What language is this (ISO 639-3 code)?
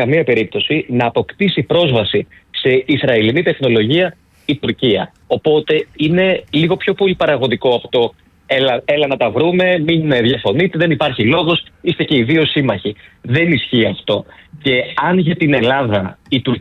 ell